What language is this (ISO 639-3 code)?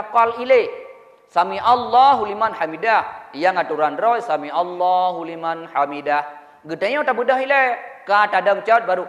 ace